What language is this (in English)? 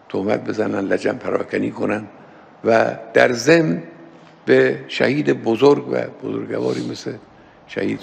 Persian